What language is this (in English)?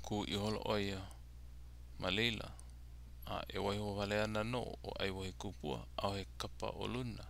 Hawaiian